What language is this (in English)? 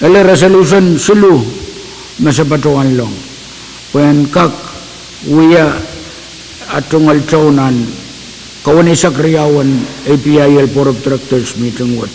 Pohnpeian